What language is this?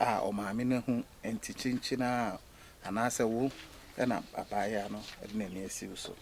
Akan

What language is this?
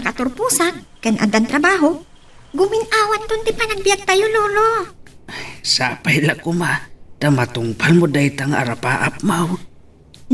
Iloko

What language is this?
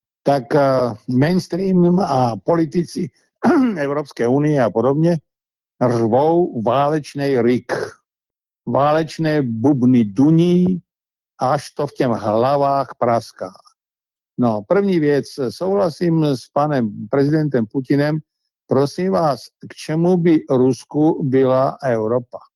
Czech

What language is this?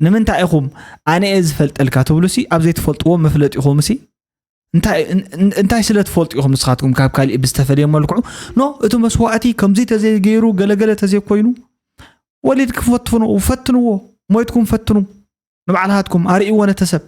Tigrinya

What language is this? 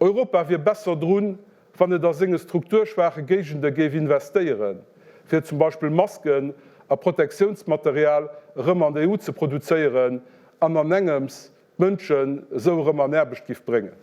Luxembourgish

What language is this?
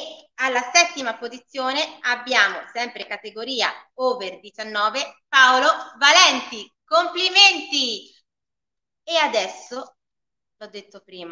Italian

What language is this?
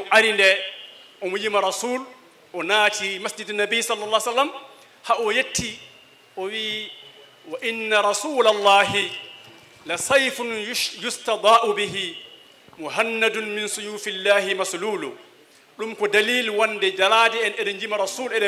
Fula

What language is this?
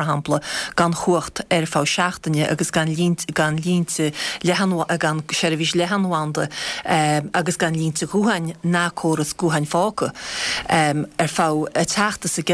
Irish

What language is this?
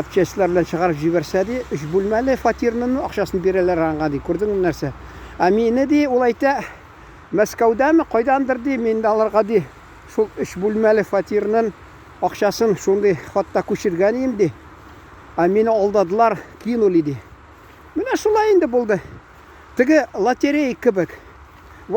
Tatar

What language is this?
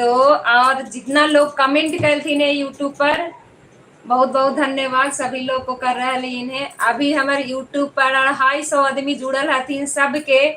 Magahi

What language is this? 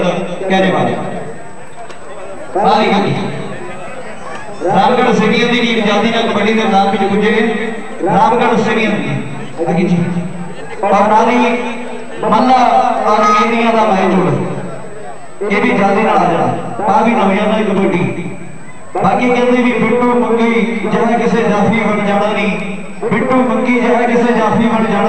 Punjabi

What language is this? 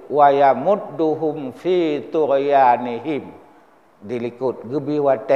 Achinese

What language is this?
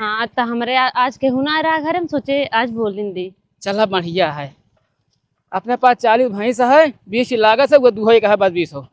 Awadhi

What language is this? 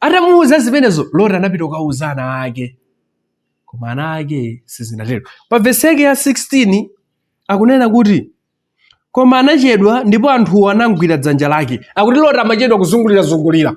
Nyanja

